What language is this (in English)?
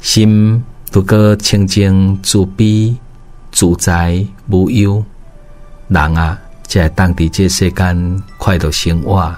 Min Nan Chinese